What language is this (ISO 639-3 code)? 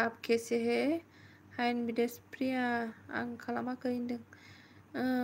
brx